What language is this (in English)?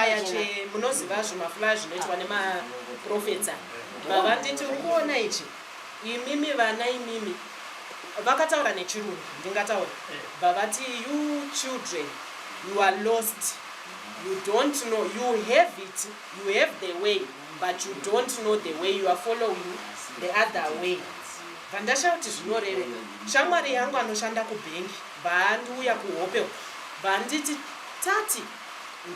Shona